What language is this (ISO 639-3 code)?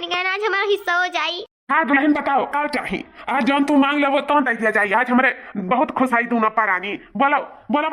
awa